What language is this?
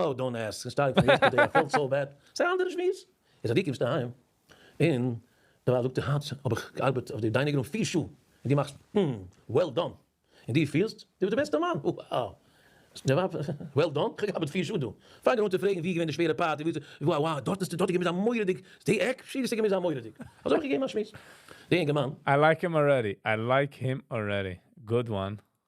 Yiddish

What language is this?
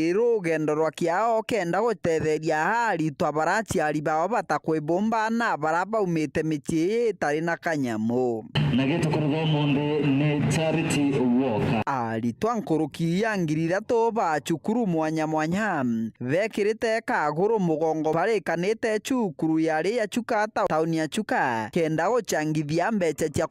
Meru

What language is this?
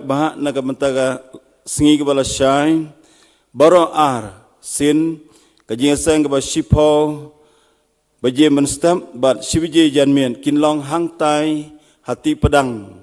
Khasi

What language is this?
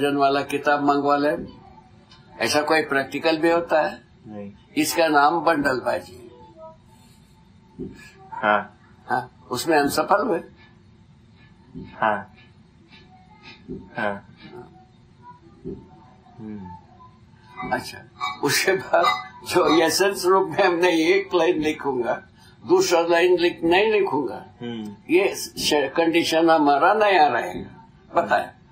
Hindi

